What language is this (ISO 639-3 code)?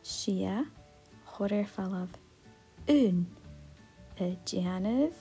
gla